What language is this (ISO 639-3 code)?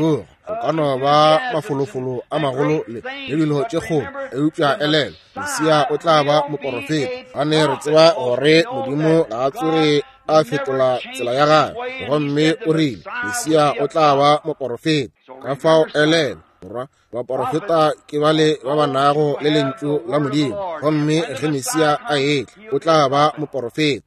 nso